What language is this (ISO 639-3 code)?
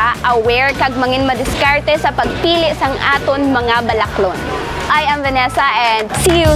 hil